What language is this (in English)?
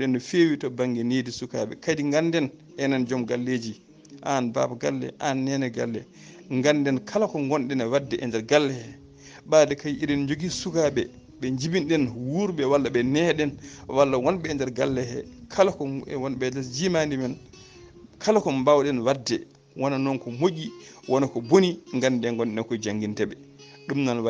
Fula